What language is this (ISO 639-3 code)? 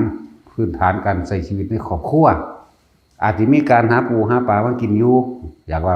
lao